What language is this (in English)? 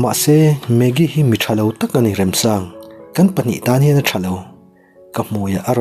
Mizo